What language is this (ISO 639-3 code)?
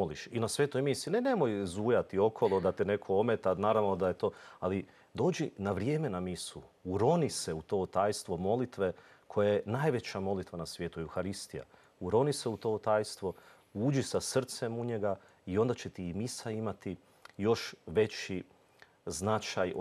hrv